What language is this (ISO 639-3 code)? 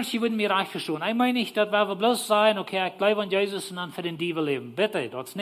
pdt